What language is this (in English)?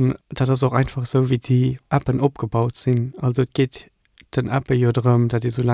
Luxembourgish